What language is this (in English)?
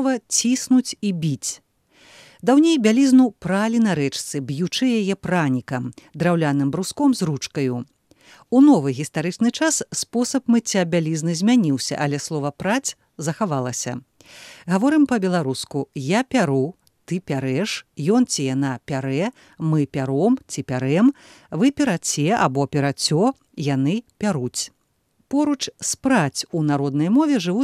Belarusian